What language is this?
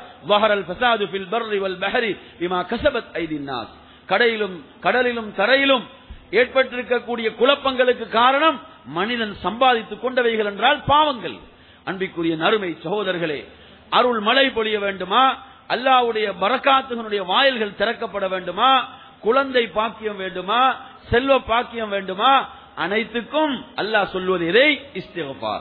Tamil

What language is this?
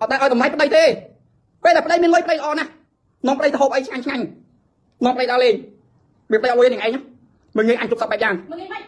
Khmer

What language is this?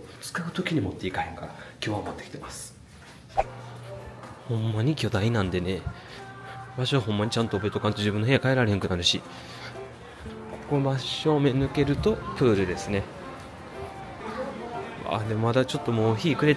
Japanese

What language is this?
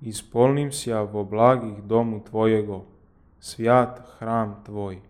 Church Slavic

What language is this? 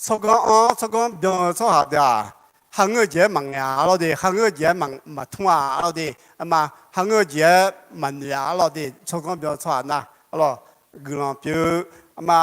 Akha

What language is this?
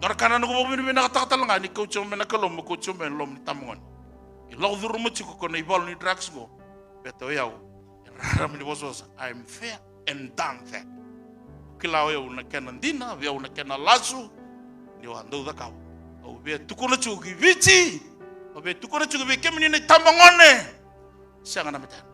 Fijian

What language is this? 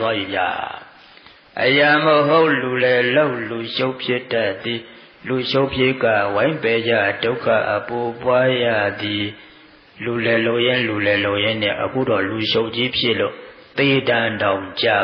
Burmese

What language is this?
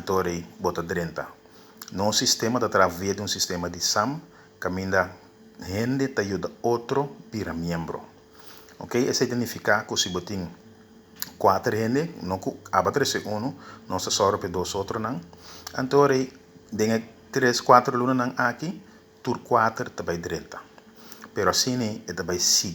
Papiamento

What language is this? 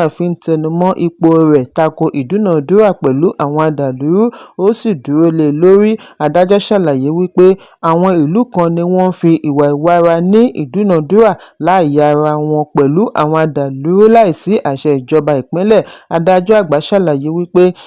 Yoruba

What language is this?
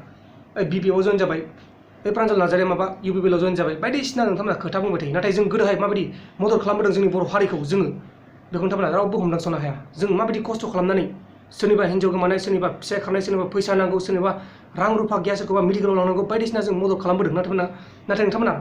Bodo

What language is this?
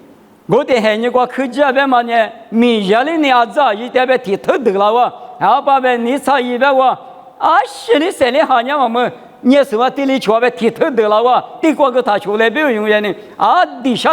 Lisu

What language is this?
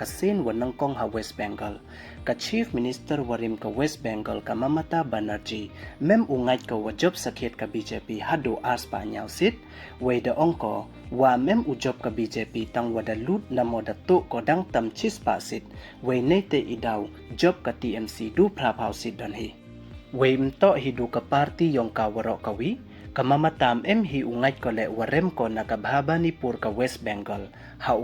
Pnar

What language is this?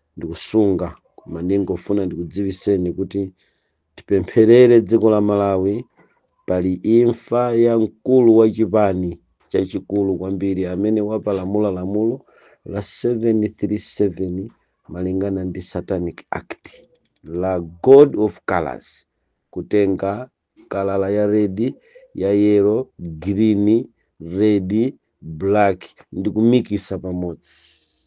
Nyanja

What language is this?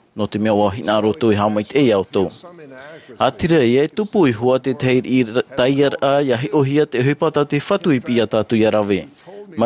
Tahitian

